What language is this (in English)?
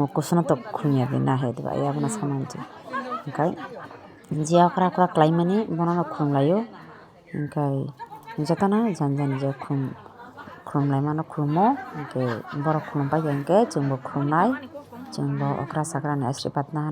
Kok Borok